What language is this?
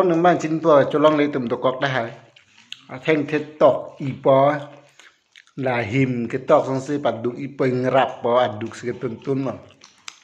Karbi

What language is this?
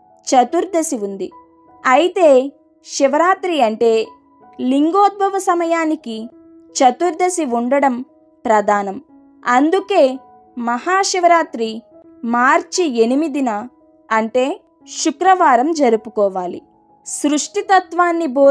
Telugu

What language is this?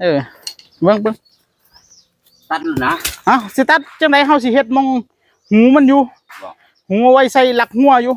Northeastern Thai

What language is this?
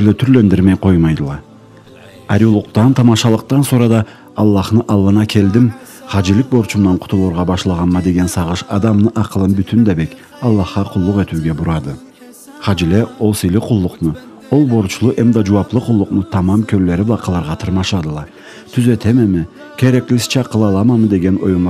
Karachay-Balkar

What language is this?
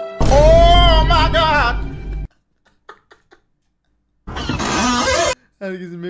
Turkish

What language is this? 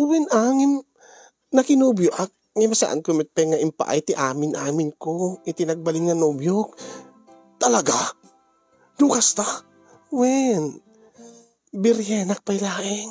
Iloko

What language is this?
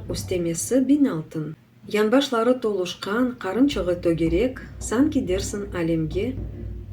Crimean Tatar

